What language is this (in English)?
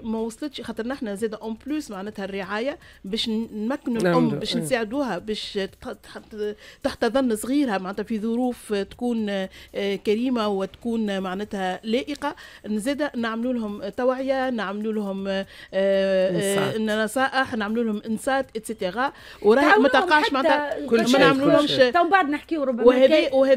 Tunisian Arabic